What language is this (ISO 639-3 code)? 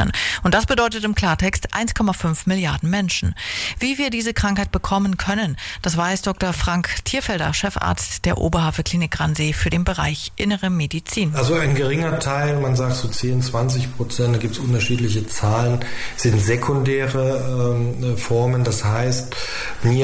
deu